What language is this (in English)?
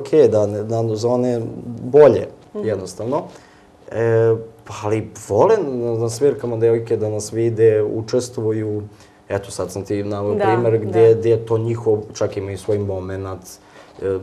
Serbian